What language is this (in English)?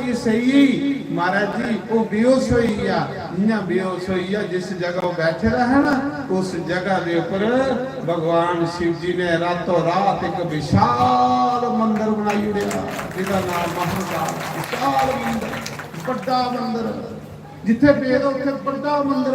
Dogri